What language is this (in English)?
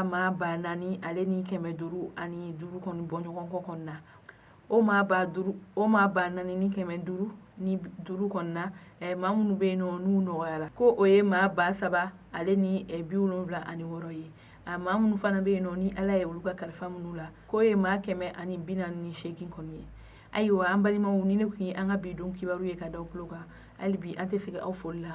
Bambara